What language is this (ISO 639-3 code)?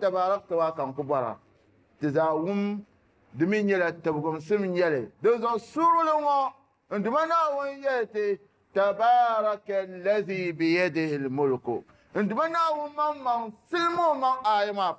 dag